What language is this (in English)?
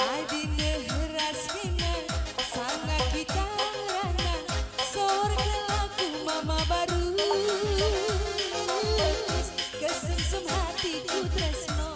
Batak Karo